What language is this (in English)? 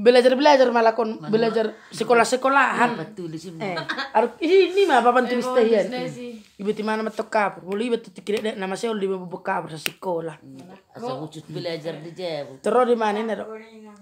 Batak Toba